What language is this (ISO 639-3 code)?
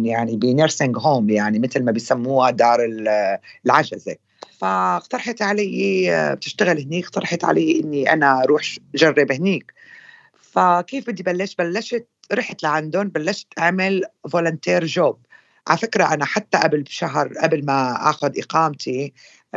apc